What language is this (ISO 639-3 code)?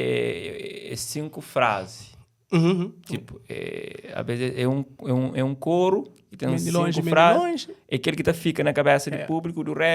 kea